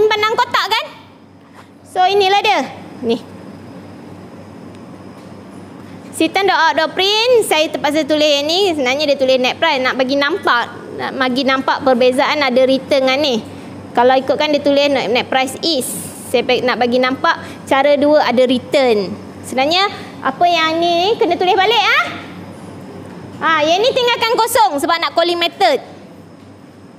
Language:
Malay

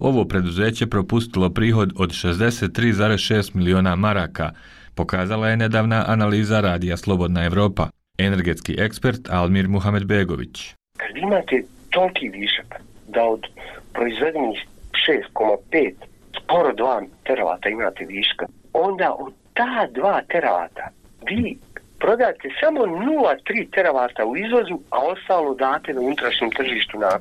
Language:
Bosnian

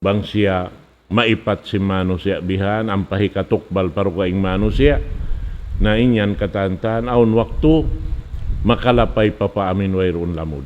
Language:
Tausug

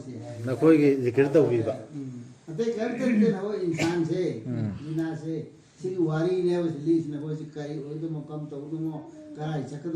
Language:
Manipuri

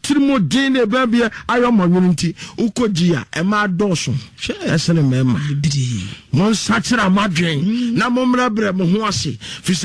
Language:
Akan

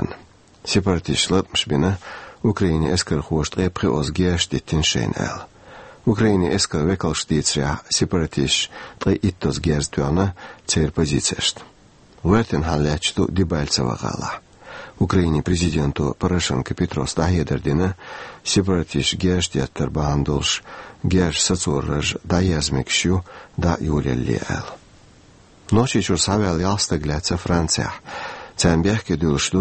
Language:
Chechen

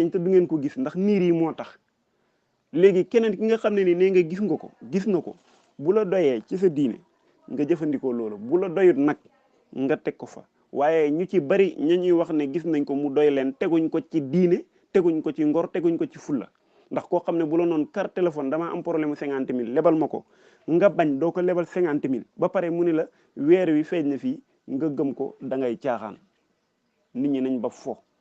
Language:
Wolof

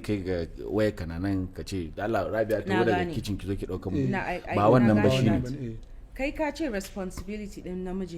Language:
Hausa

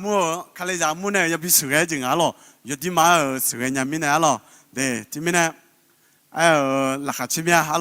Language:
Akha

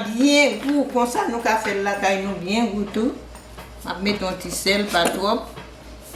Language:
Haitian Creole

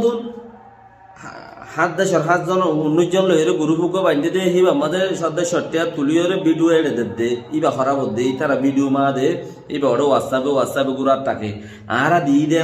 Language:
Rohingya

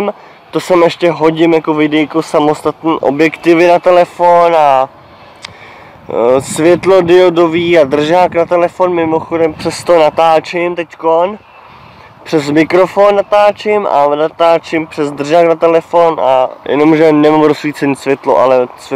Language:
Czech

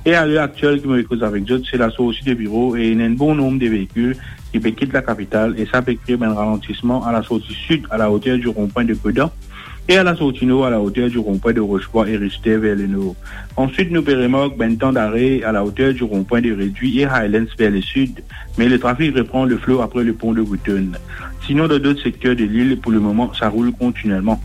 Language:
Morisyen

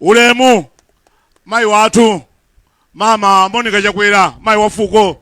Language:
Nyanja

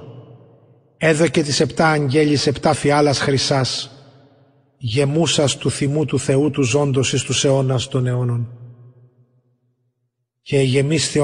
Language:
Greek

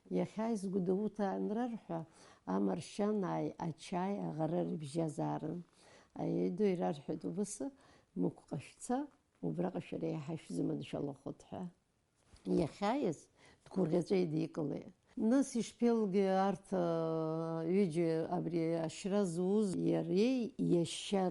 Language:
Abkhazian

